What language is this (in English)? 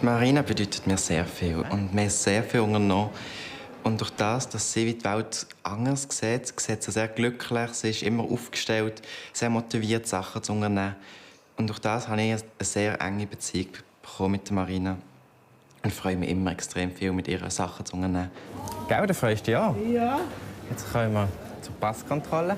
Swiss German